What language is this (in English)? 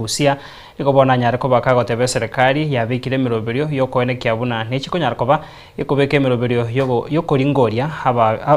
Gusii